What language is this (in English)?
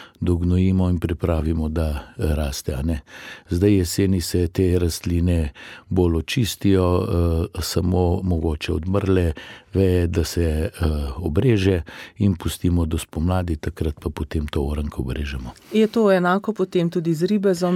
Slovenian